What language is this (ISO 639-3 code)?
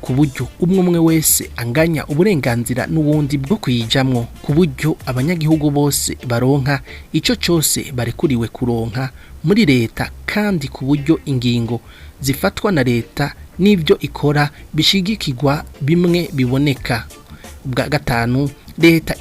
run